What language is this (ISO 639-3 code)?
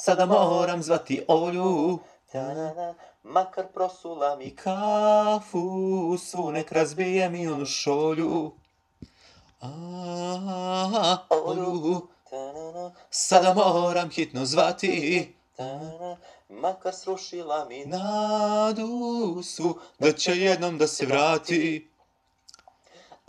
srp